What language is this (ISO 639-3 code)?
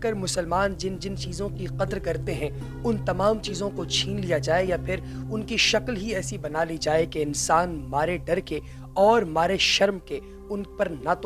urd